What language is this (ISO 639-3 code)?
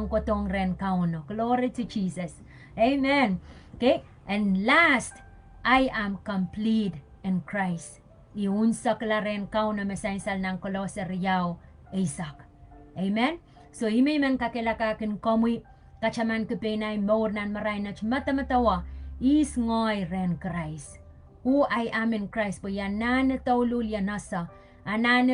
pon